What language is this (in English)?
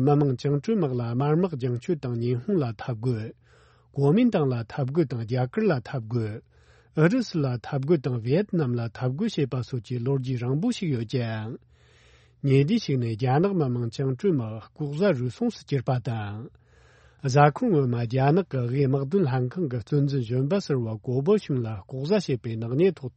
Tibetan